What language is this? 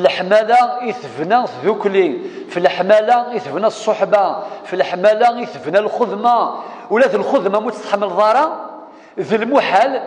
Kabyle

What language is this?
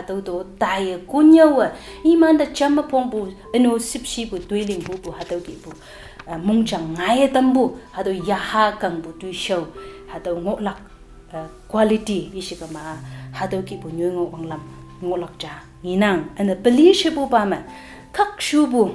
Konyak Naga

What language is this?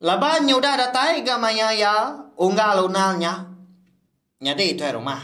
Iban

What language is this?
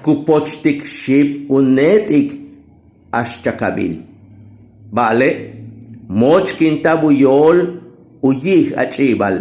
Yucateco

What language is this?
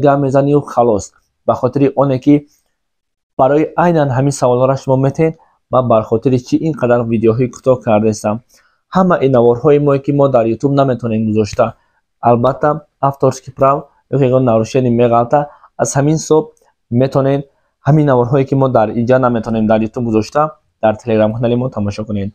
Tajik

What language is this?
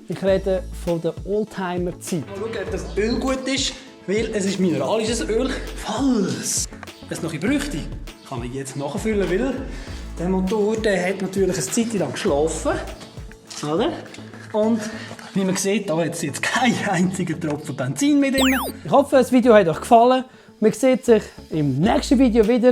Swiss German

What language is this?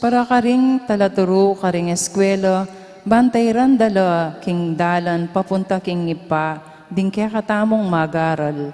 Pampanga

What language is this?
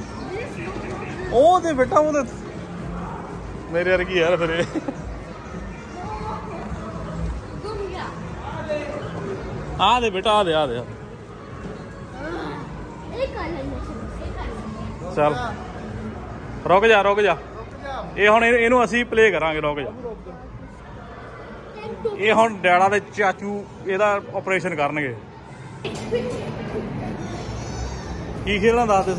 Punjabi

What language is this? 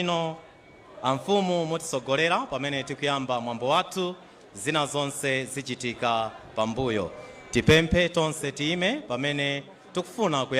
Nyanja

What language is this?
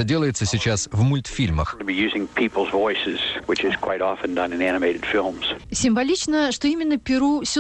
Russian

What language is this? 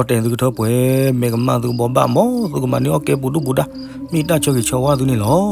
S'gaw Karen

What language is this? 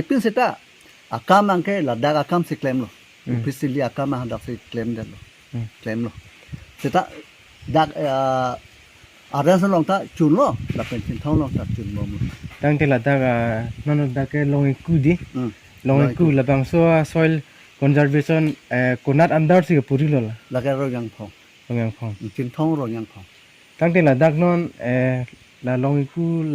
Karbi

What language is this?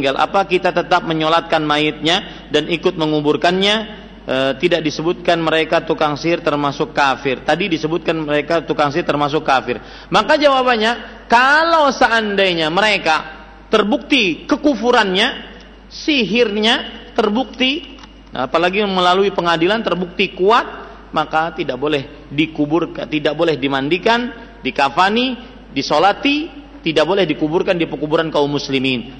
Indonesian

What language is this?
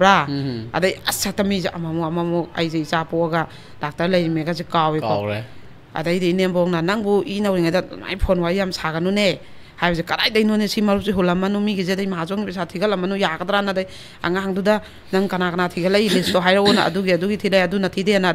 Manipuri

